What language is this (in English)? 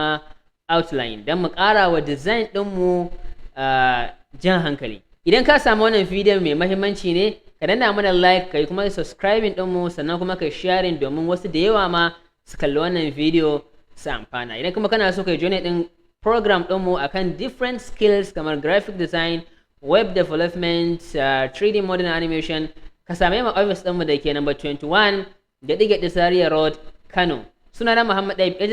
Hausa